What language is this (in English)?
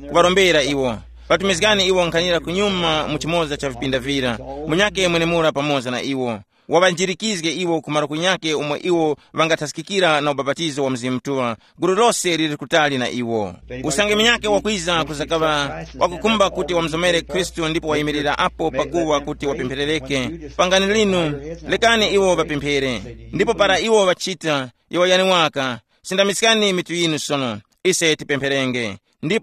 Tumbuka